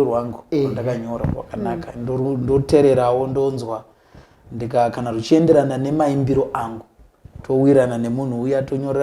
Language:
Shona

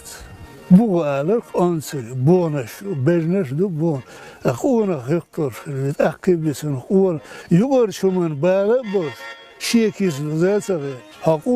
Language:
Chechen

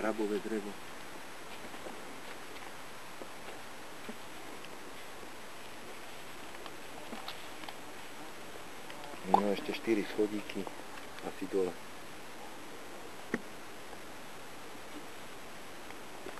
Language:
Slovak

